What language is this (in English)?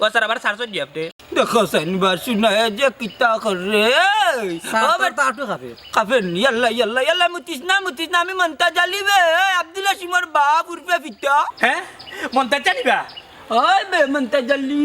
Sylheti